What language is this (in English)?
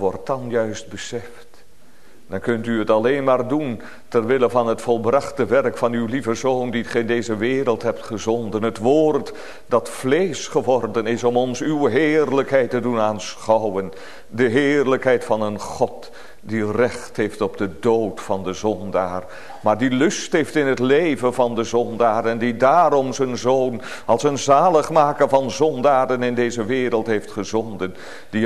Dutch